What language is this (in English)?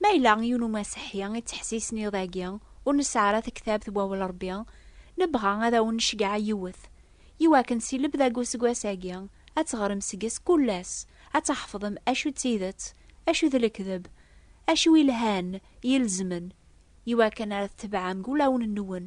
Kabyle